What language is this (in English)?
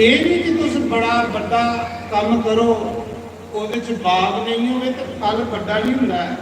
Dogri